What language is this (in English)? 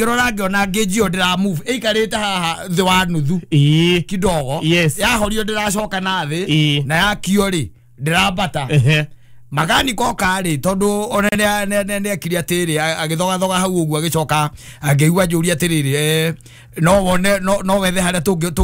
Kikuyu